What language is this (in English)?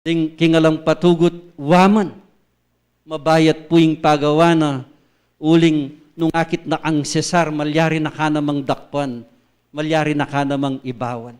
Pampanga